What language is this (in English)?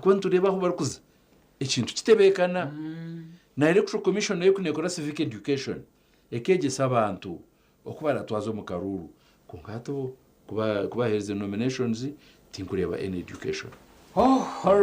Nyankole